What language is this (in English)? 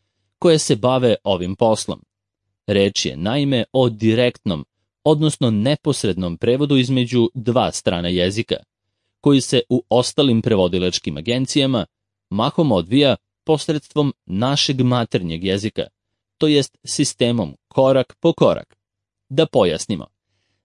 Serbian